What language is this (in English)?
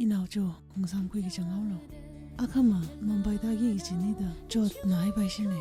Tangkhul Naga (India)